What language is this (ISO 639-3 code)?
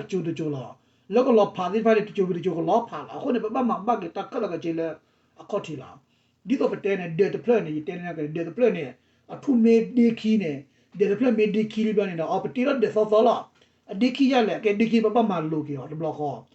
ksw